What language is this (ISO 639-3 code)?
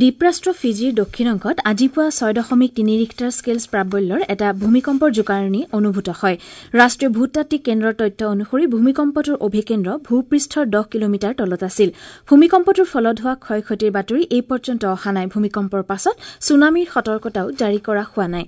asm